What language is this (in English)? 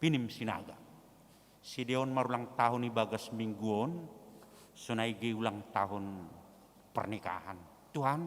Batak Simalungun